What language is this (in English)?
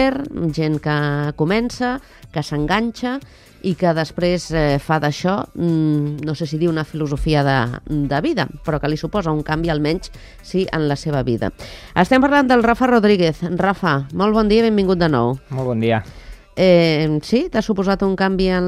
Catalan